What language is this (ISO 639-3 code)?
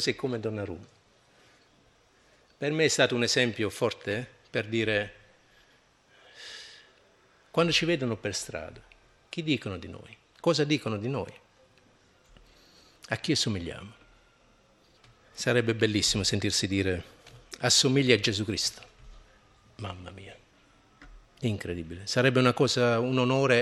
ita